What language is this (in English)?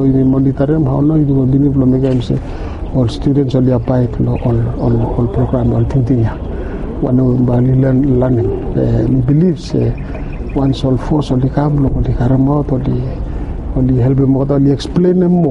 Bislama